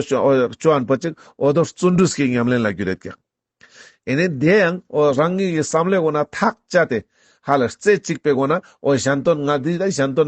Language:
Ladakhi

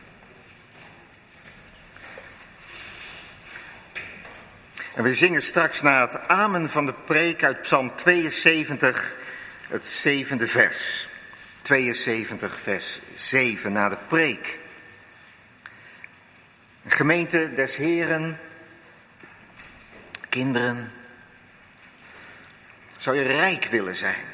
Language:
Dutch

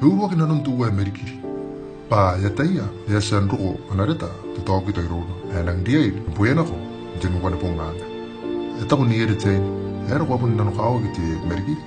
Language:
Gilbertese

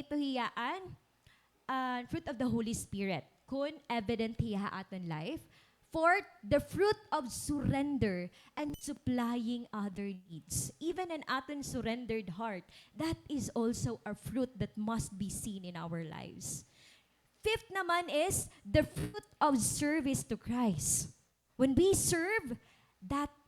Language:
Waray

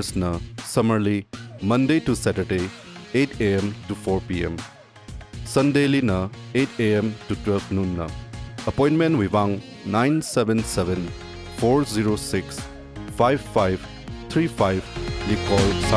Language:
Tangkhul Naga (India)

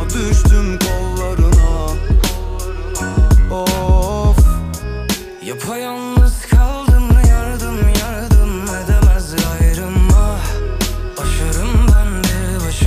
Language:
Turkish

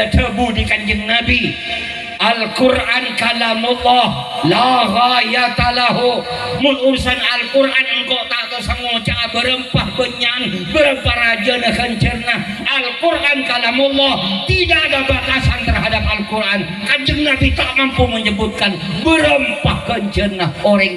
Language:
Madurese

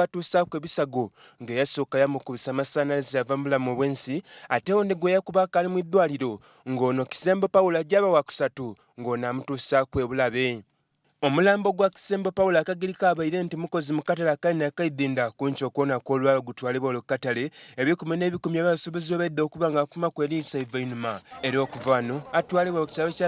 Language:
Soga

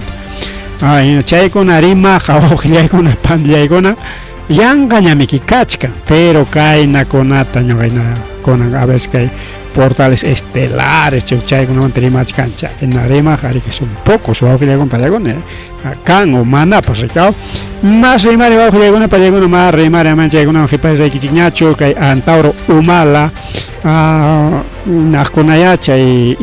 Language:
Ayacucho Quechua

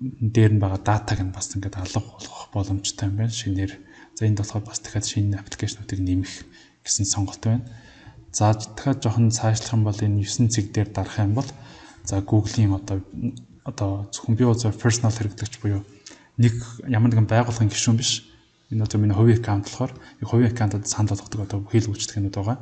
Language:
Mongolian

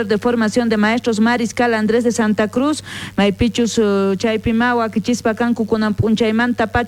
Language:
South Bolivian Quechua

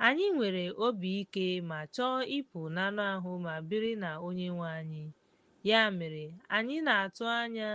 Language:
Igbo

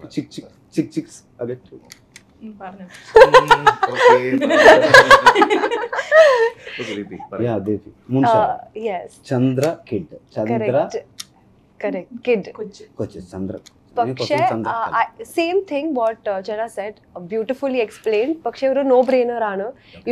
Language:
Malayalam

